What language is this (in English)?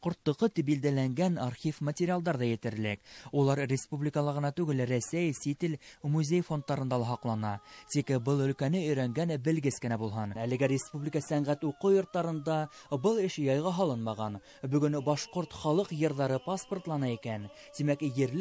Bashkir